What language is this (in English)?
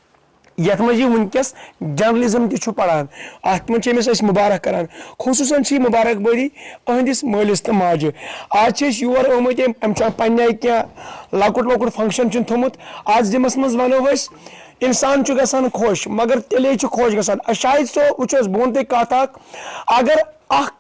Kashmiri